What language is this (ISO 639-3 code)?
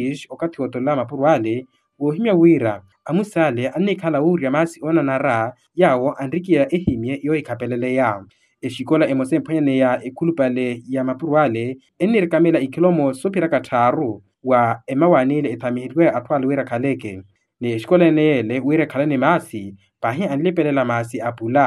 vmw